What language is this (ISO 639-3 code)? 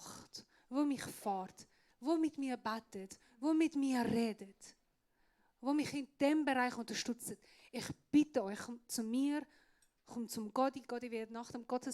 gsw